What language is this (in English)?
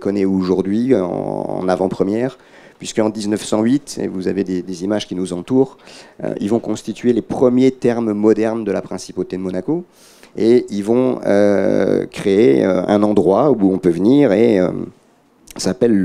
French